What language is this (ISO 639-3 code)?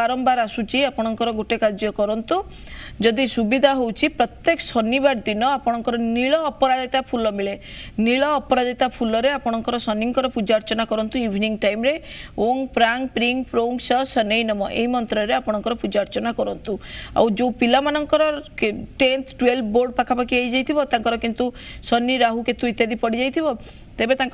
ori